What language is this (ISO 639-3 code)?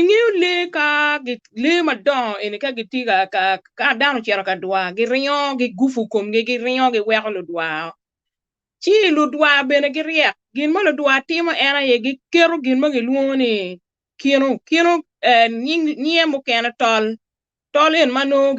ach